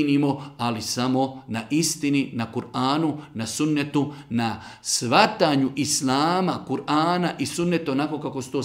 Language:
Bosnian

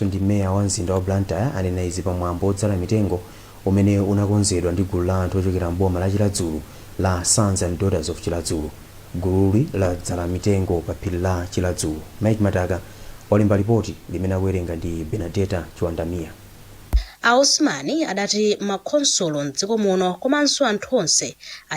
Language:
Nyanja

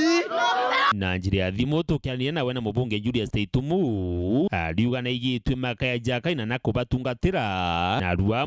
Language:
Meru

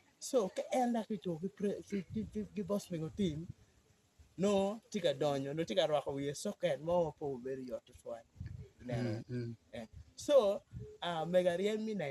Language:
Acoli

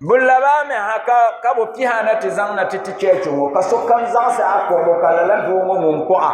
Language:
Dagbani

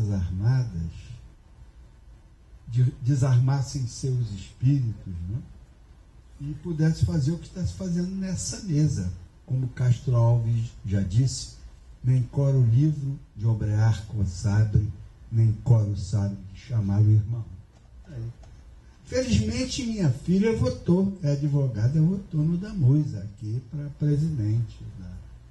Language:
Portuguese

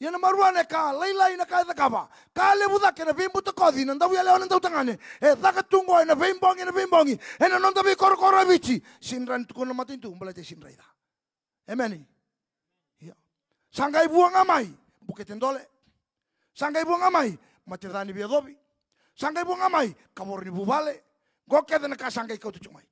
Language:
Fijian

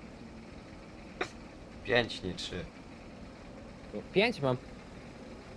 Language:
Polish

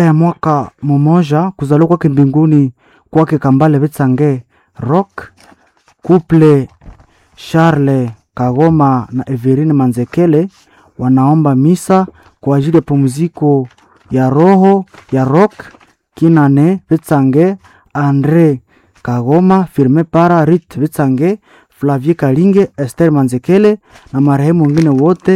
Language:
Swahili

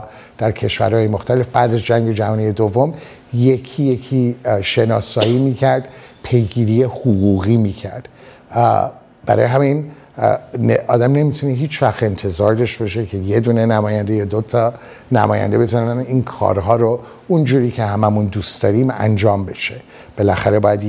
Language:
Persian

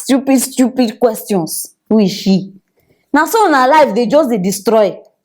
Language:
Nigerian Pidgin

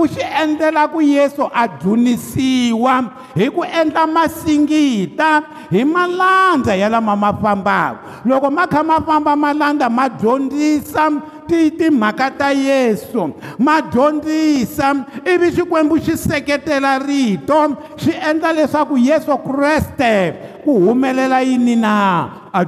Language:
Tsonga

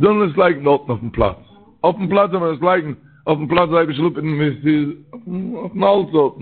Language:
Yiddish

